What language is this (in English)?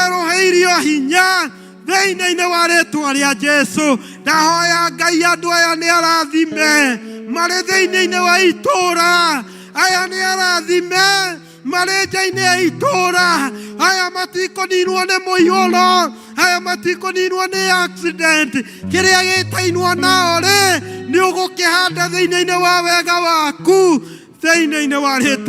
Kikuyu